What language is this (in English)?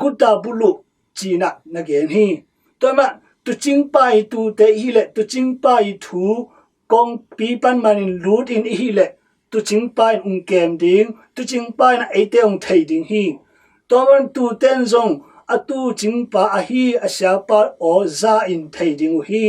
Tedim Chin